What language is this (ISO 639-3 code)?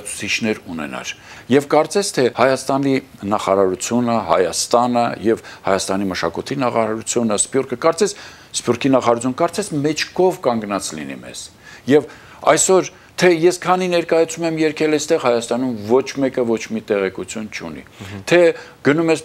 hye